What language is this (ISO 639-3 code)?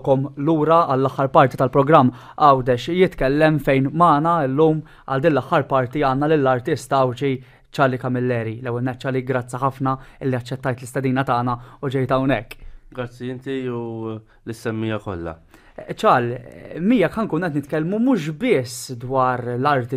mlt